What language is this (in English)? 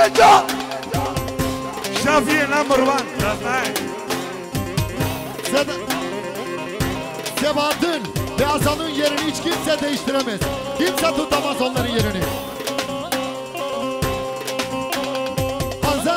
Turkish